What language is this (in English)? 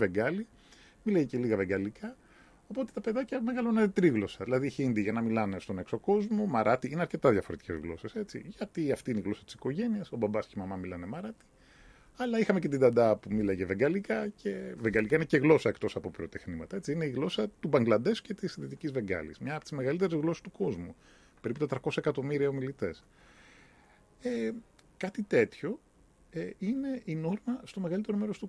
Greek